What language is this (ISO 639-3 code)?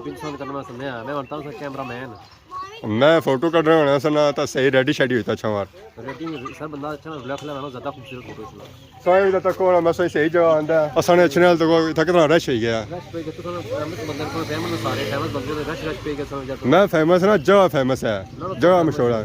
phr